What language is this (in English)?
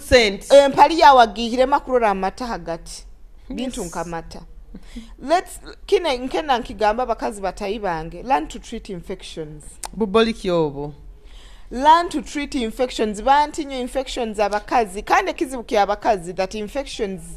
Nyoro